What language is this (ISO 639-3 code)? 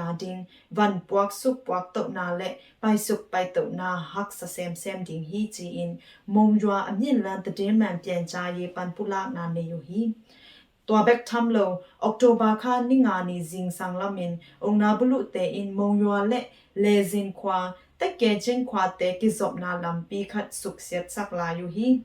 ctd